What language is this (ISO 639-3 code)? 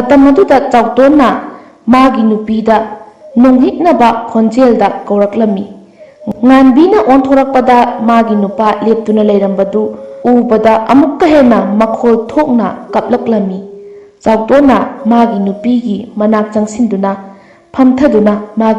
mni